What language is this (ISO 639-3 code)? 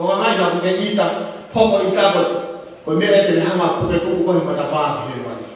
ton